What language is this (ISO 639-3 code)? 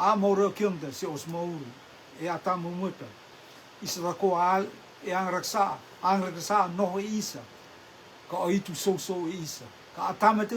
rtm